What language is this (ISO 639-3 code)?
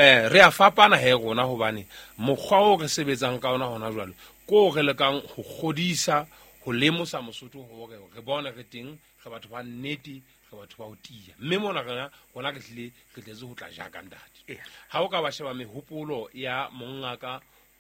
sot